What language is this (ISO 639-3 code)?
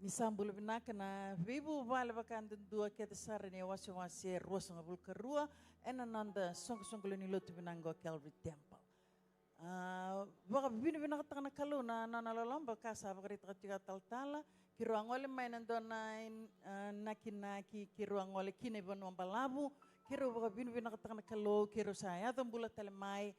fij